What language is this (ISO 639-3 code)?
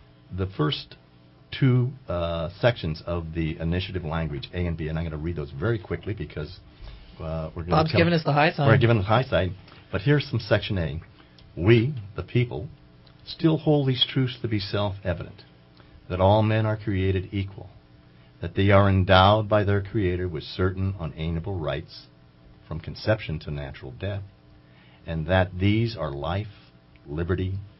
eng